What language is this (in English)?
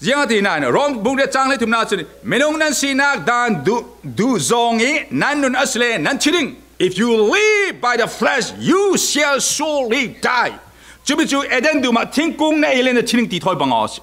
Falam Chin